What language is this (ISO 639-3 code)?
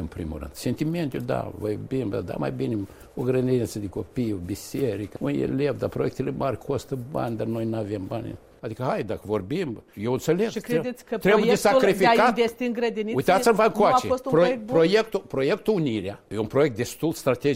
ron